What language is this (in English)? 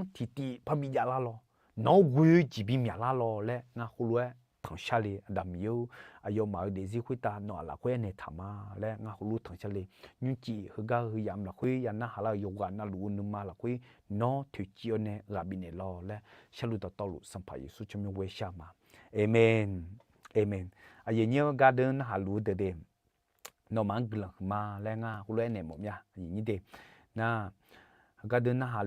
Akha